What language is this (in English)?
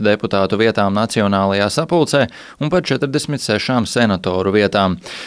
Latvian